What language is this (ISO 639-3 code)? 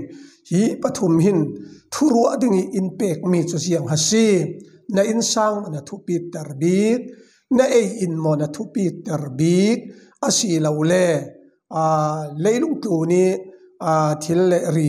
cfm